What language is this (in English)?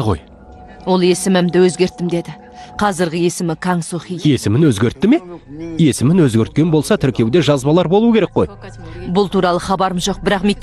Kazakh